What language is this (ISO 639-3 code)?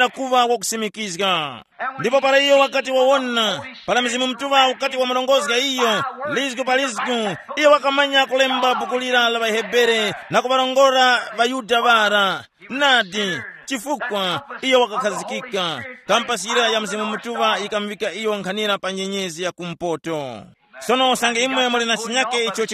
tum